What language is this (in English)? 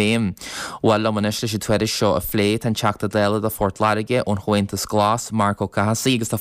Irish